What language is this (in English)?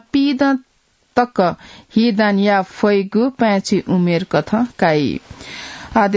Newari